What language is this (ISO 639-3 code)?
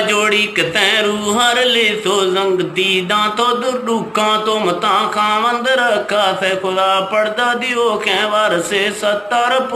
bgp